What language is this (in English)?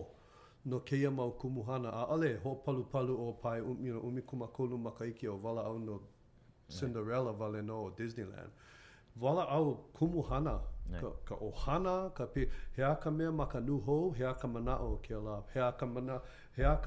Hawaiian